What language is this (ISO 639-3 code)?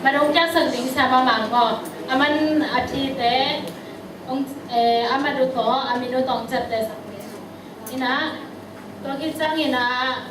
ctd